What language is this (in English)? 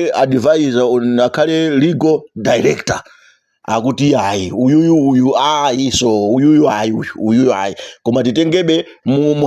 Nyanja